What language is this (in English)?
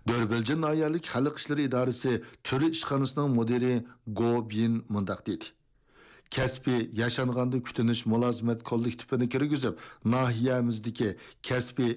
Uyghur